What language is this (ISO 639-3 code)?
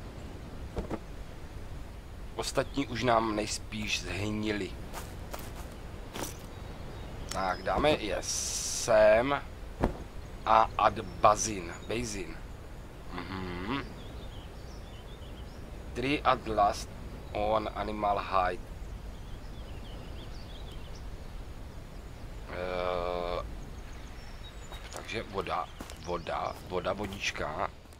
ces